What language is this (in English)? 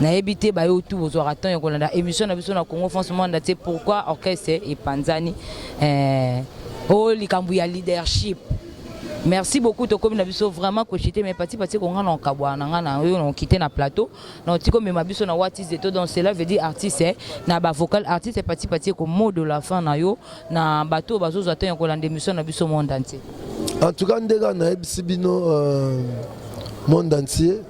Lingala